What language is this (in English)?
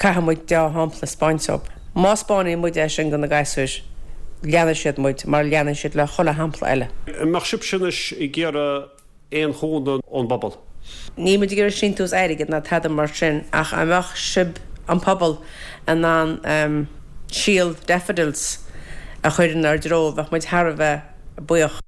Irish